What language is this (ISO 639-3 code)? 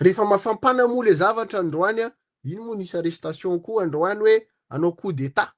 mlg